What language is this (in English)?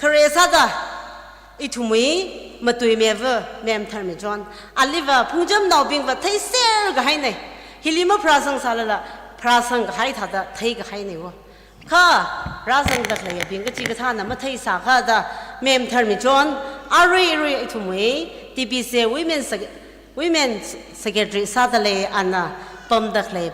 Tangkhul Naga (India)